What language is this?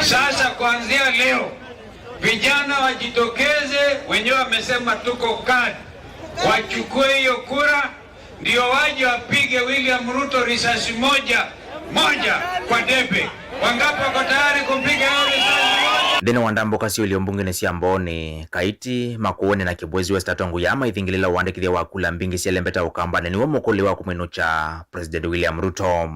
Kamba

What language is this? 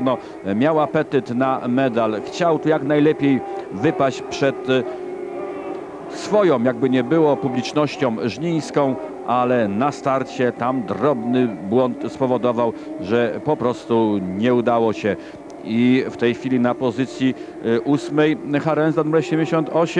Polish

